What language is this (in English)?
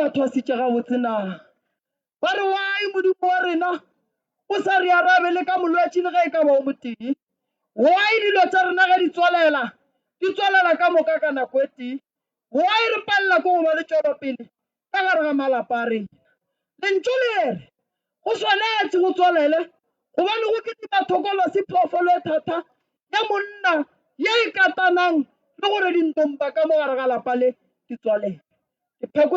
Northern Sotho